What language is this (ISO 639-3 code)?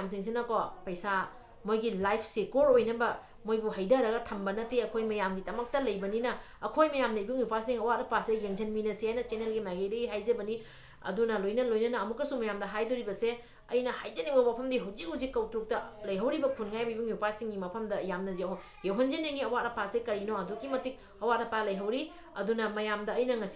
mni